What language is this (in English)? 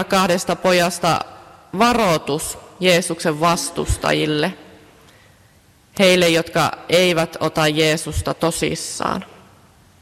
Finnish